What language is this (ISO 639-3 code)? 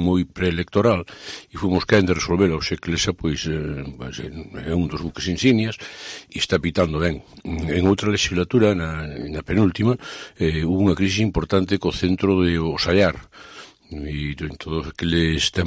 glg